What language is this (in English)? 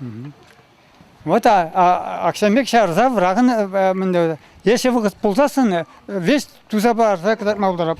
Chuvash